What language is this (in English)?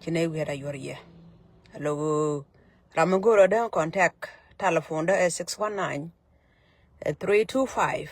Nuer